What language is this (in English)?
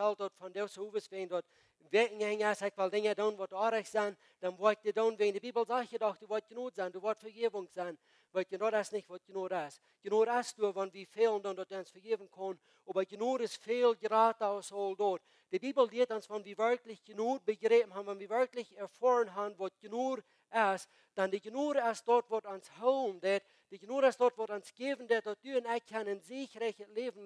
Plautdietsch